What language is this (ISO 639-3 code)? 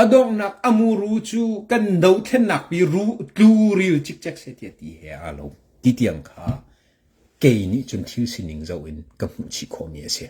cnh